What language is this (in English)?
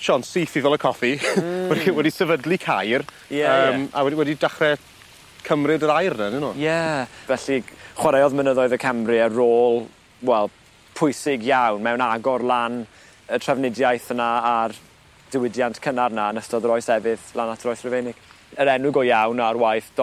Welsh